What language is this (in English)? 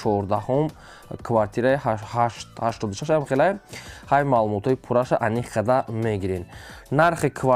Tajik